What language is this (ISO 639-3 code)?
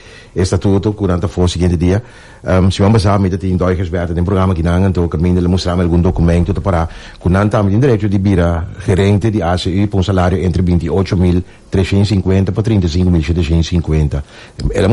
pap